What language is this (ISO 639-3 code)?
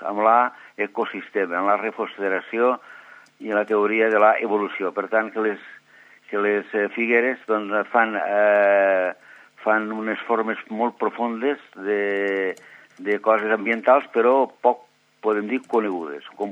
cat